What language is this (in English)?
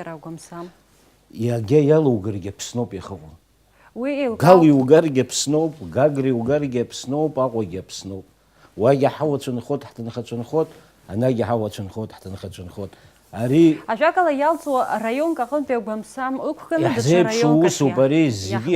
Abkhazian